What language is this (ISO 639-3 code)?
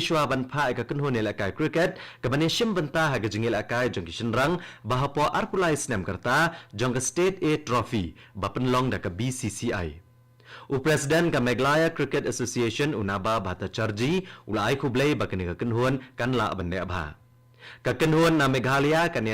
kha